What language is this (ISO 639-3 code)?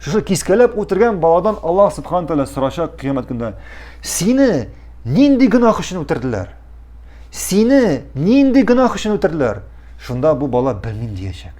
tat